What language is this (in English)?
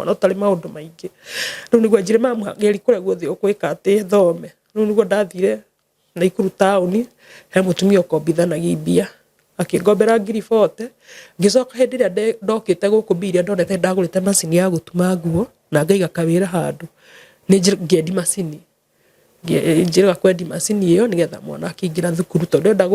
Kikuyu